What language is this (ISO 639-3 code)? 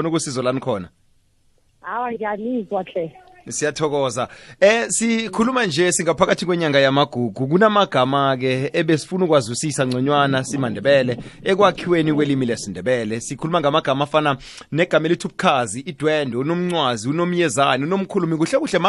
nbl